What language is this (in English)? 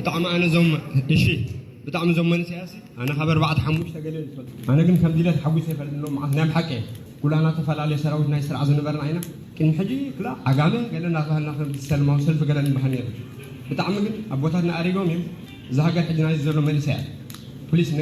Tigrinya